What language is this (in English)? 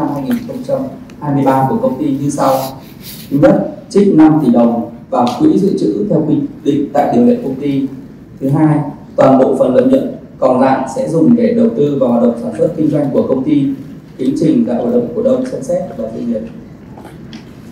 Vietnamese